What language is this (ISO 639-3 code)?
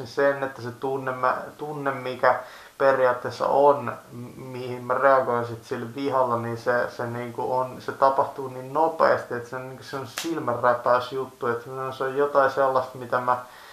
fin